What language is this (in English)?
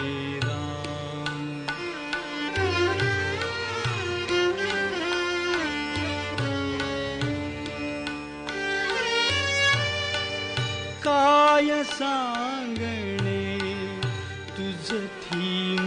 Marathi